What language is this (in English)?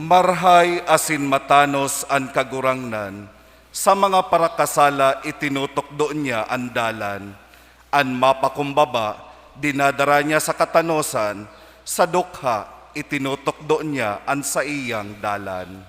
Bikol